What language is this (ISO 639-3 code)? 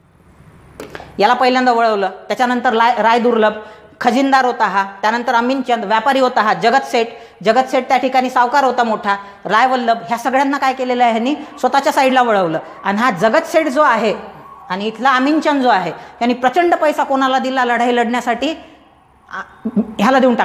mar